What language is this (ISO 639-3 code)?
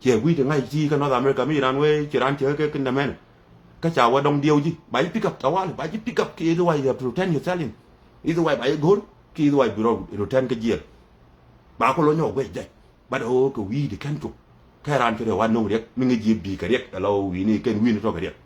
nus